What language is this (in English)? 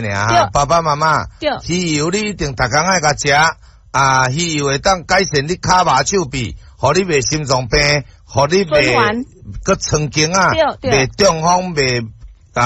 Min Nan Chinese